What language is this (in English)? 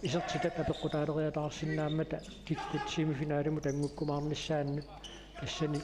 Kalaallisut